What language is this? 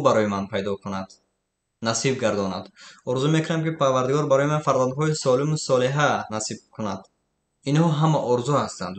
Tajik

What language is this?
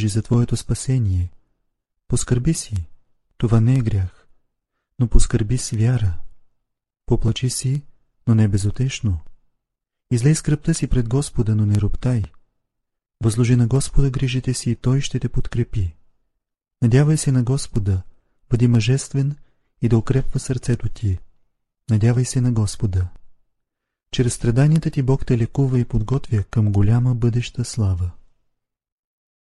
Bulgarian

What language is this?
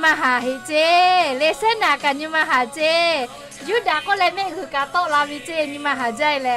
Lahu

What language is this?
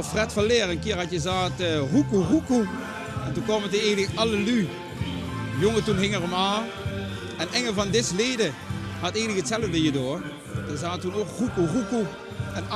Limburgish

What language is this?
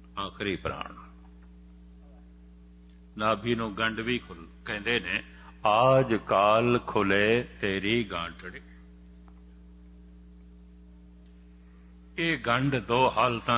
Punjabi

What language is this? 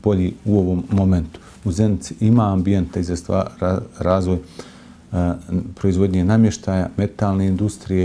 Bosnian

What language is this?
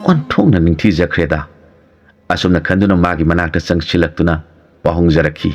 Manipuri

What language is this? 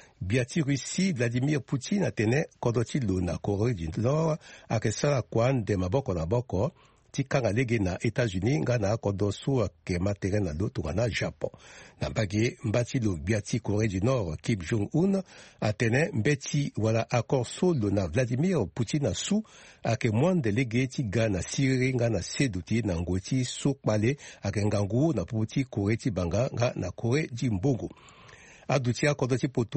Sango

